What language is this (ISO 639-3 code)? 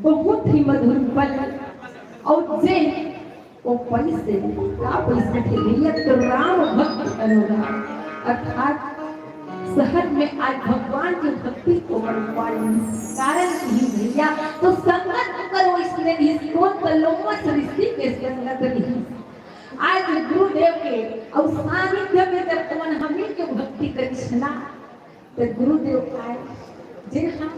hne